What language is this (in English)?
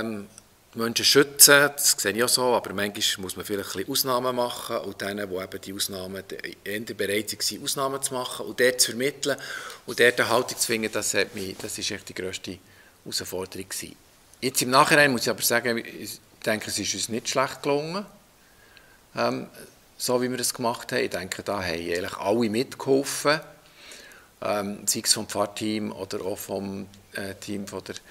German